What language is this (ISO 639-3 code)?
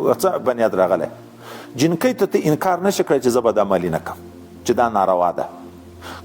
pus